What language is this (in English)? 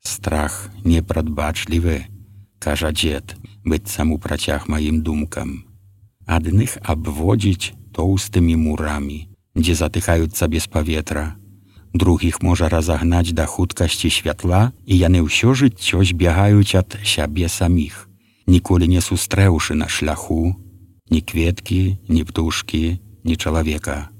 Belarusian